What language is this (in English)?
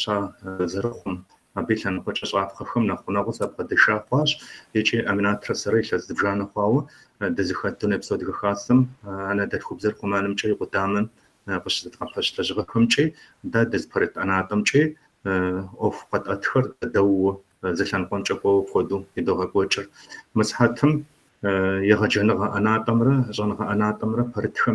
Kabardian